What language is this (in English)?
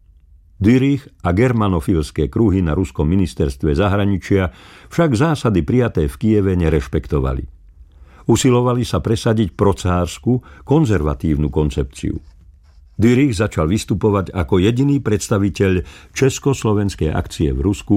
Slovak